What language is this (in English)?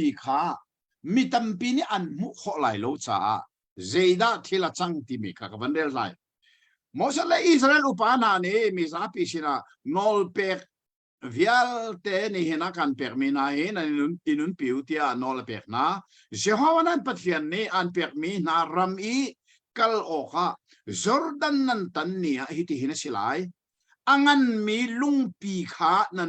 Hakha Chin